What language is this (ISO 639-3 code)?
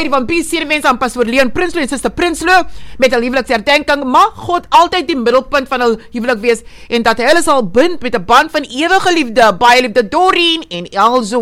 afr